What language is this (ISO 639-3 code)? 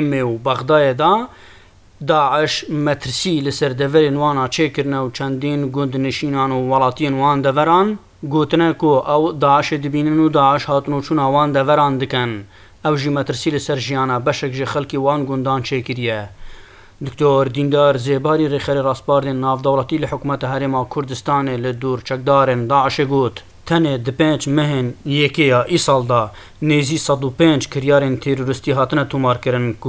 kur